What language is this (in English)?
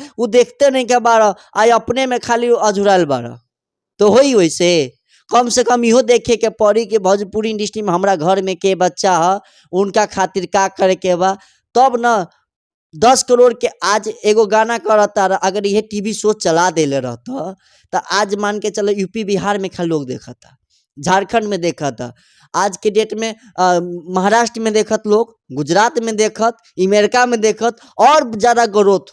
Bhojpuri